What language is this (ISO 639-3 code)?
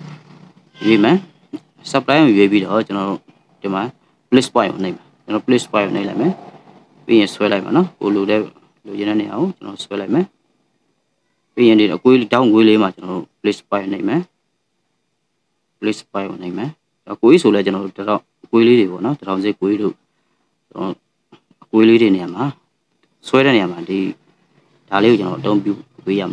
mya